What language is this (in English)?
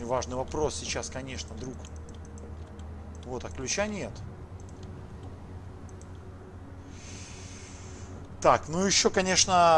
Russian